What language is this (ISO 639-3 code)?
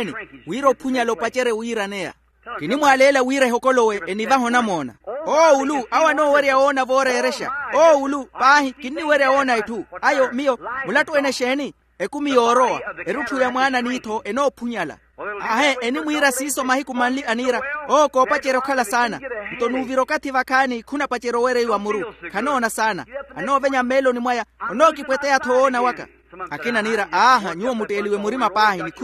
vmw